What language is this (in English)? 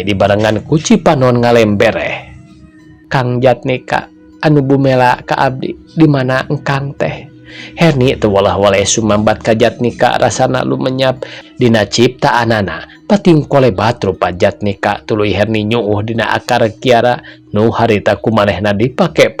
Sundanese